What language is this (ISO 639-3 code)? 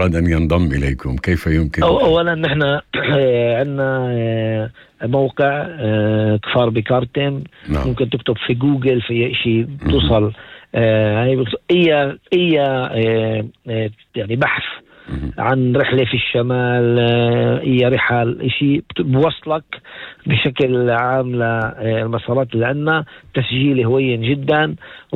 apc